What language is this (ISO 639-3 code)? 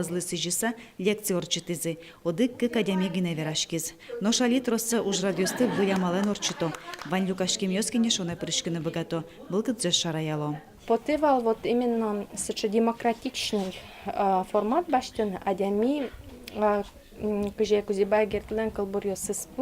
udm